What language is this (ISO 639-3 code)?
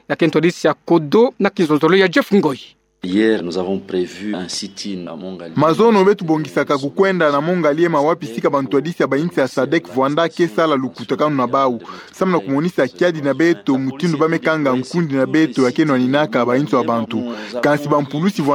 ktu